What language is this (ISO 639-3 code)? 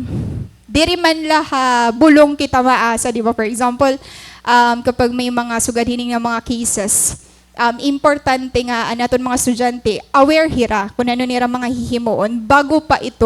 war